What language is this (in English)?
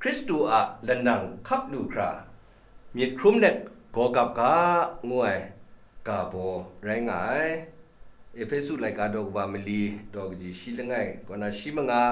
Kachin